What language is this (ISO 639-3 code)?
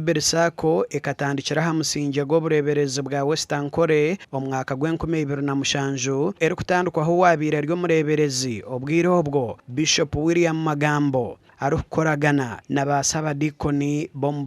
nyn